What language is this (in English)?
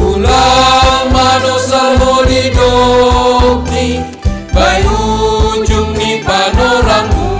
Batak Simalungun